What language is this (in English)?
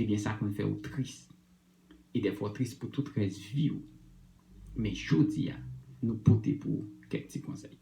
Haitian Creole